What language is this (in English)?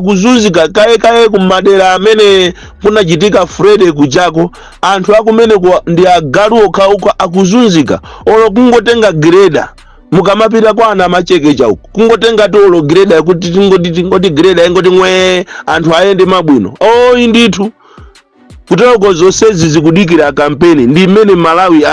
Nyanja